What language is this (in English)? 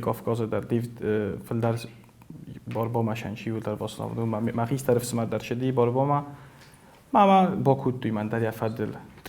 Ossetic